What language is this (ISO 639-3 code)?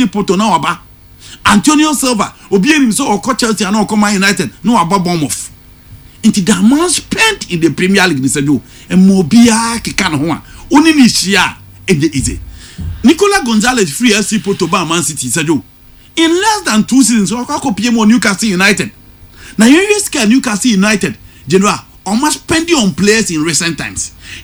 aka